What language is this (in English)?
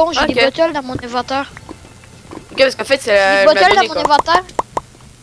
French